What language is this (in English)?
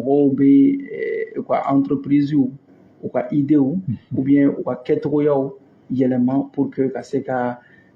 Bambara